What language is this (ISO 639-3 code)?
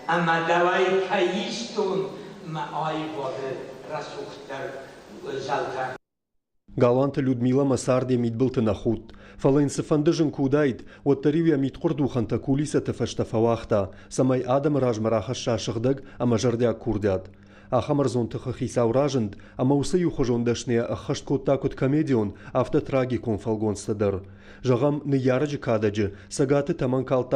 oss